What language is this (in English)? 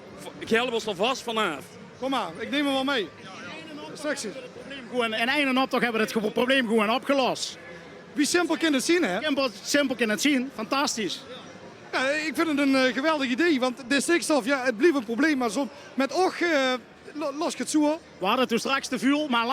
Limburgish